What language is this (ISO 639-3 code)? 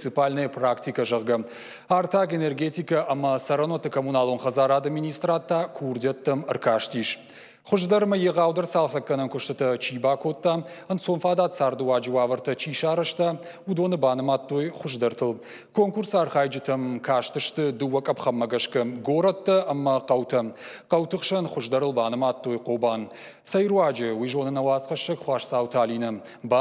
oss